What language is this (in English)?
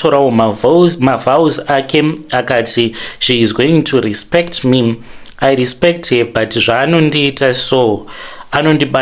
Shona